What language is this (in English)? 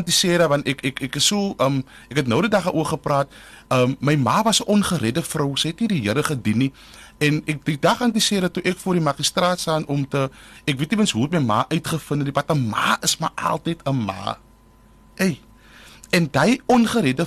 Afrikaans